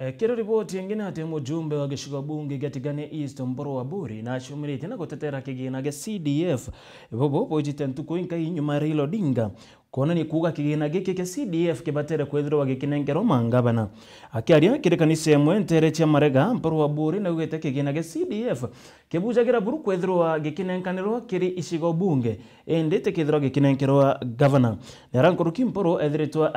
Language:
Meru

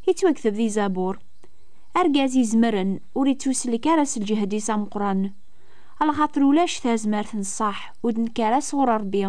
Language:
Kabyle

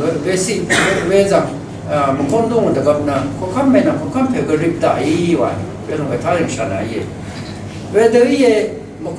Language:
Rawang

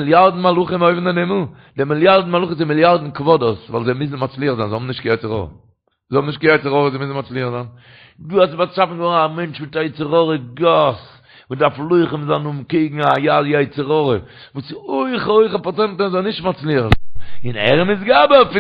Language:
Yiddish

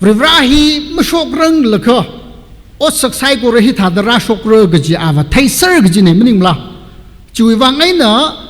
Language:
Tangkhul Naga (India)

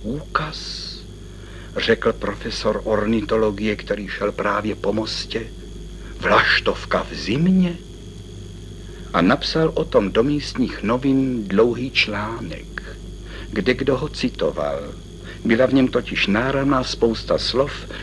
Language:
Czech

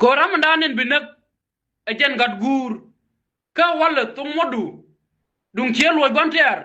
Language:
Nuer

